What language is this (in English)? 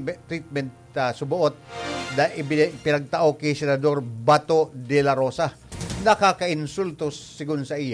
Bikol